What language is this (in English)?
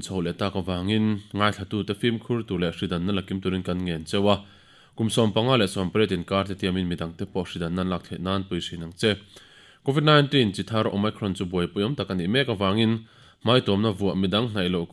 Mizo